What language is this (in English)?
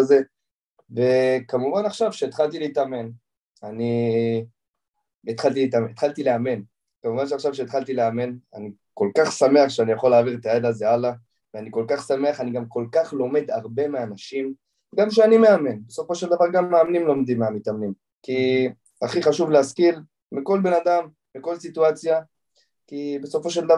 Hebrew